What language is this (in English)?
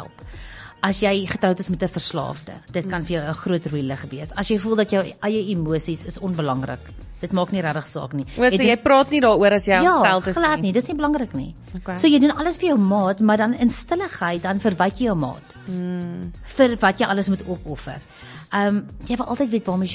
Afrikaans